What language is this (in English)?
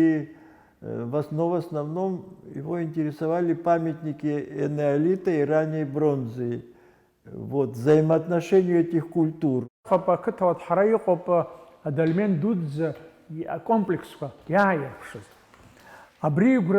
Abkhazian